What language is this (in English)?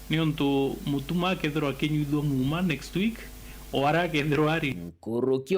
Meru